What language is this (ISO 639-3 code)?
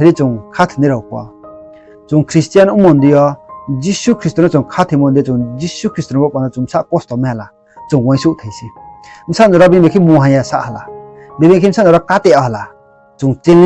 ria